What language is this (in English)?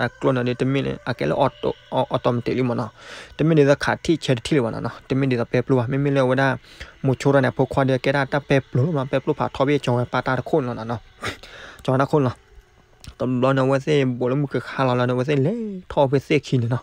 S'gaw Karen